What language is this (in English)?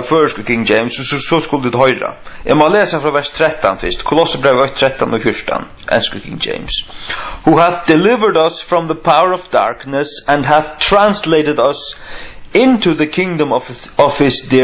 Faroese